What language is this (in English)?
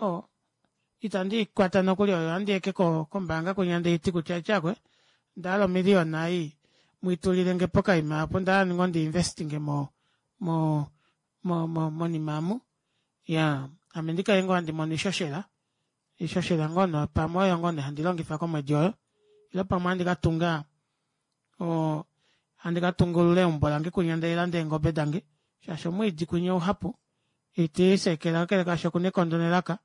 Kuanyama